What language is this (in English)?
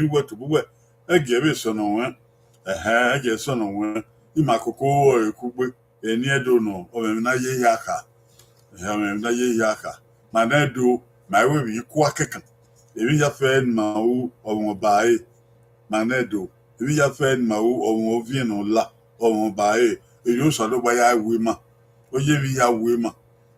Bini